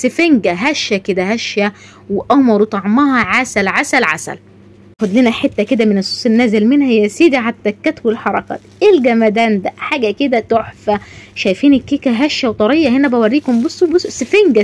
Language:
Egyptian Arabic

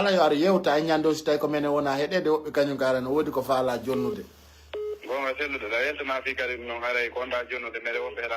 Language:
Pular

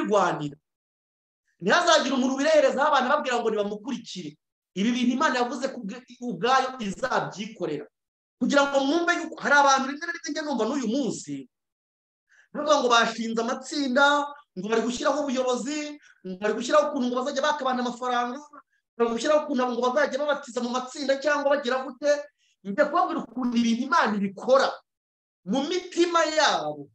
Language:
Kinyarwanda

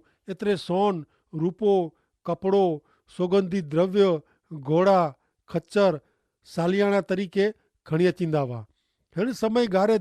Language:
Kachhi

